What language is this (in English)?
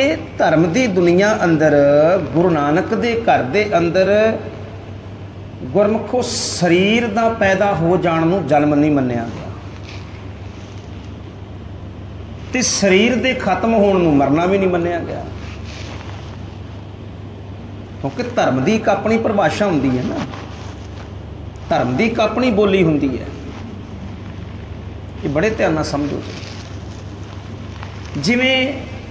Punjabi